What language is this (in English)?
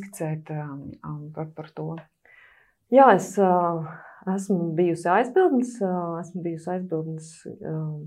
Latvian